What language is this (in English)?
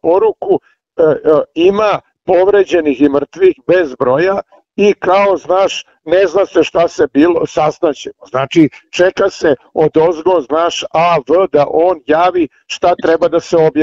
Serbian